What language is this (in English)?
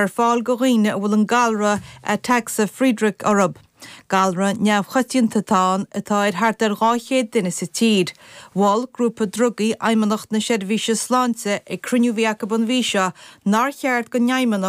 Irish